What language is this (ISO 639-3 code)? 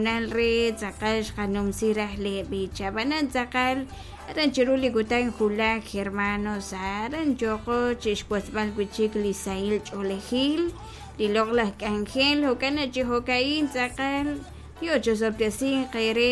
kek